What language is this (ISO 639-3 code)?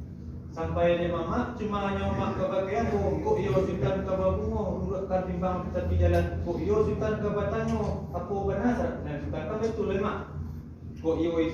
min